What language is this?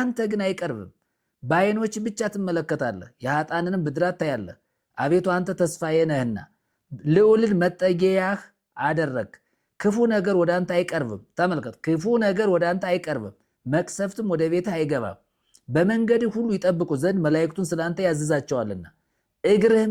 Amharic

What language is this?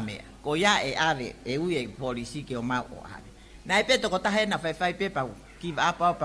Tongan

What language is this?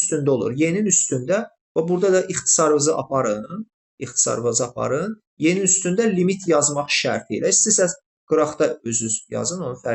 Azerbaijani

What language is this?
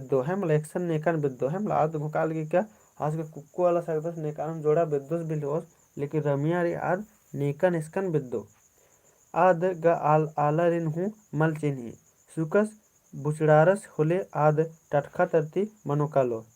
Kurukh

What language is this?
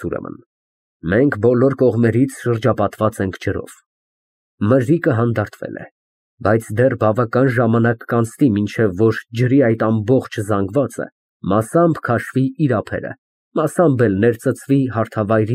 Armenian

